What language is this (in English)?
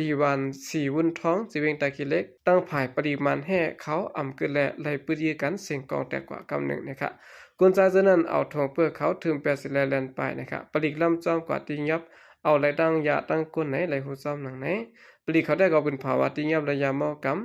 Shan